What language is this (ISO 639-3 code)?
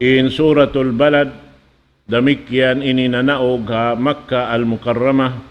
tsg